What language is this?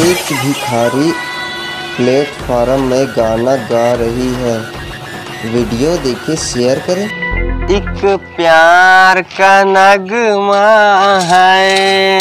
Chhattisgarhi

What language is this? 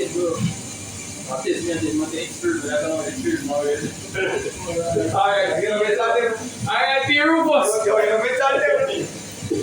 Jamaican Creole English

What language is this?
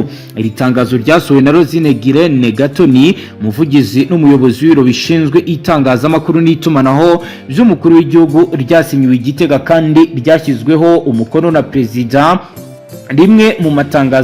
Rundi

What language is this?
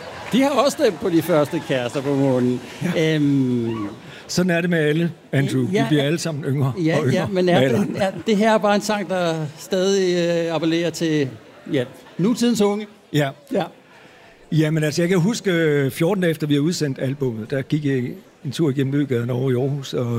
Danish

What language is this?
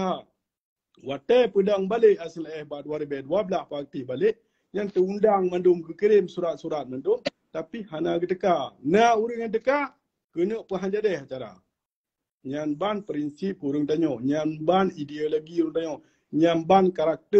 Achinese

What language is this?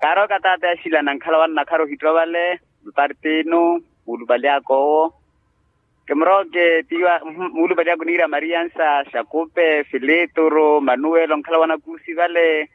Makhuwa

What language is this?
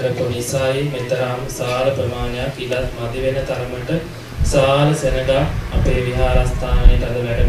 Sinhala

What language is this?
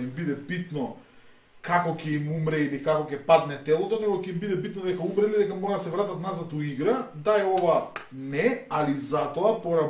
Macedonian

